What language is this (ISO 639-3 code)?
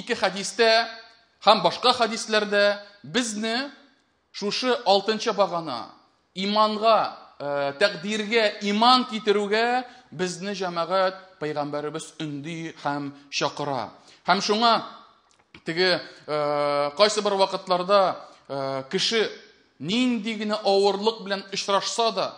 tat